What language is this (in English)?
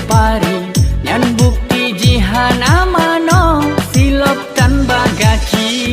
Achinese